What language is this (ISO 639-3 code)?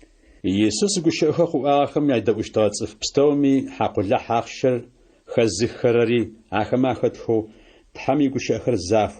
ady